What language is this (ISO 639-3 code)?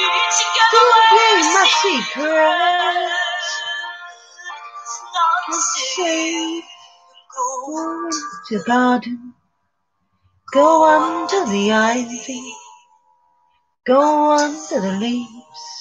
eng